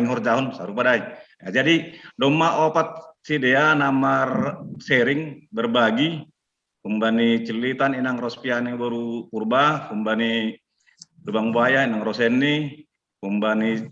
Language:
Batak Simalungun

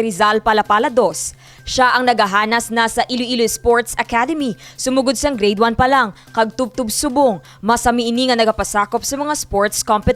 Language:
Hiligaynon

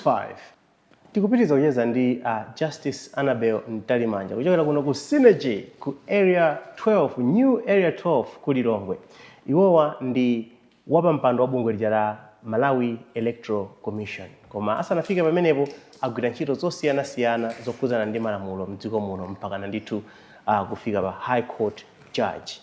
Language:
Nyanja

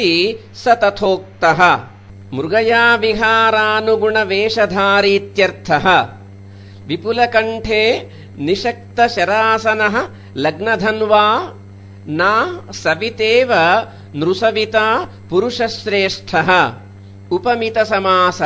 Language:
Sanskrit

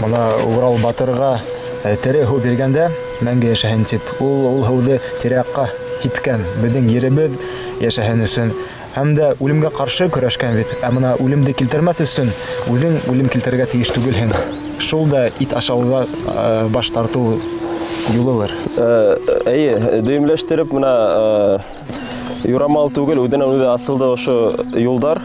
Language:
Bashkir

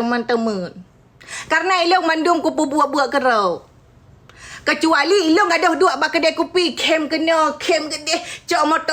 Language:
Achinese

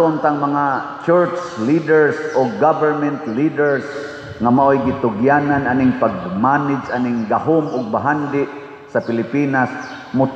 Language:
Cebuano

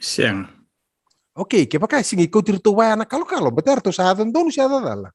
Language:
Fijian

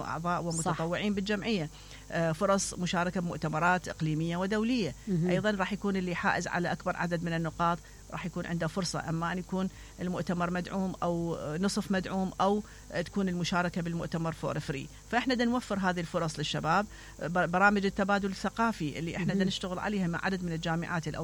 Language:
Mesopotamian Arabic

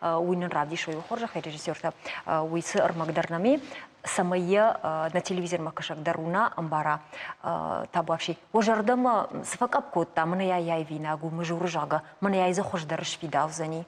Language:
Ossetic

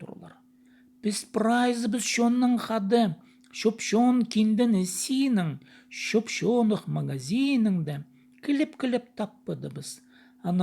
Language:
Khakas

